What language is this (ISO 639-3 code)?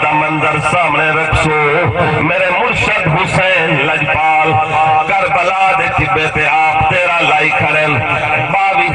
skr